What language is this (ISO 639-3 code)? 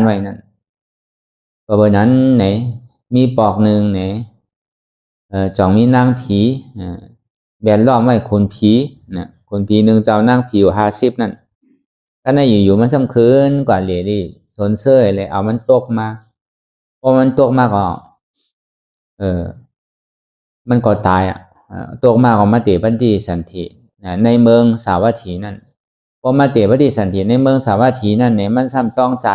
shn